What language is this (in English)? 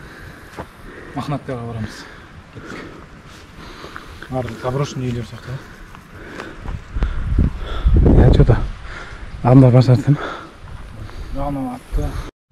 Kazakh